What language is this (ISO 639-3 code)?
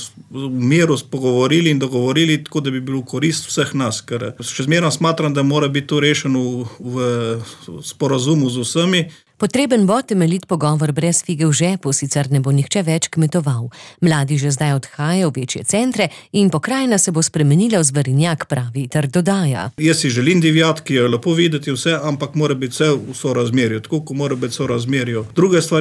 slv